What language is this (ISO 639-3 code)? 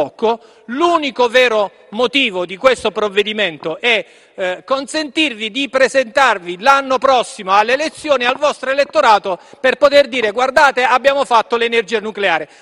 ita